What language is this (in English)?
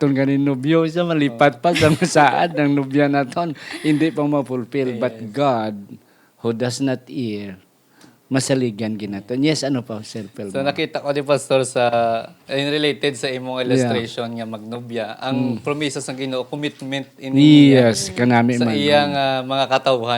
Hiligaynon